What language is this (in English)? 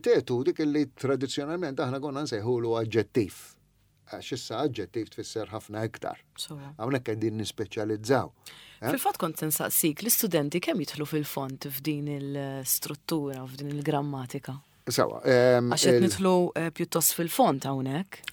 Maltese